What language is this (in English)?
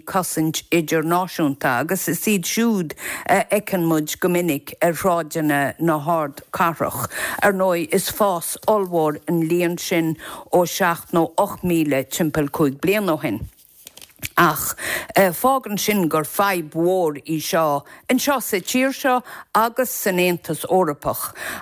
Irish